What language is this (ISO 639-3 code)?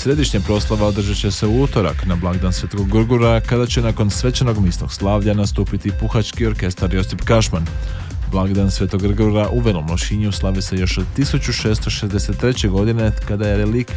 hrv